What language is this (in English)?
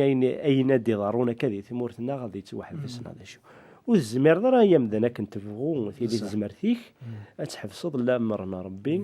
Kabyle